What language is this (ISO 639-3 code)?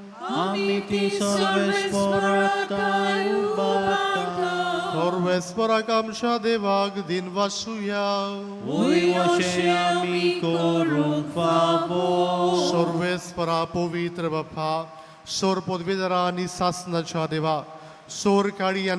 kok